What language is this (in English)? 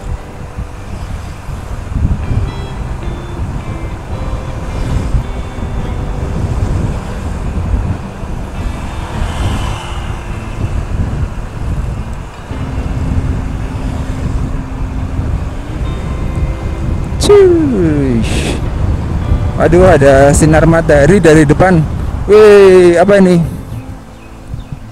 Indonesian